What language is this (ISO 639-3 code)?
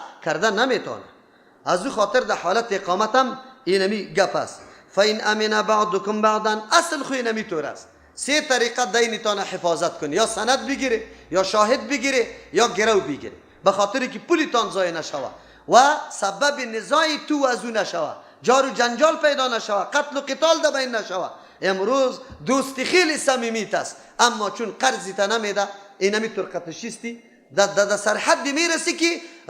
fas